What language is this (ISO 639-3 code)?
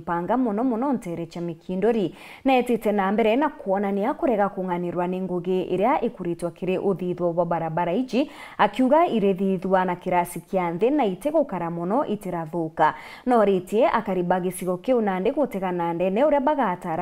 mer